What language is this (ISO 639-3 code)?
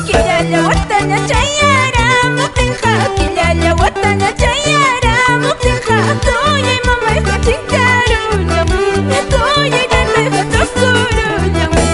que